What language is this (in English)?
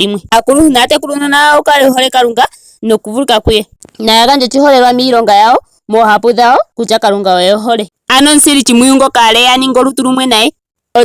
Ndonga